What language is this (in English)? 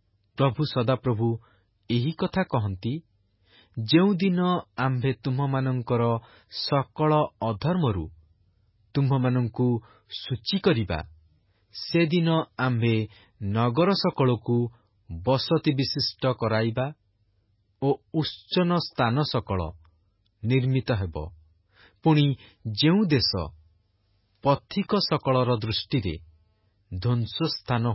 Odia